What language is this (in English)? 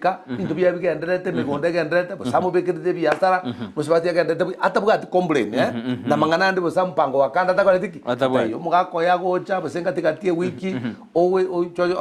Gusii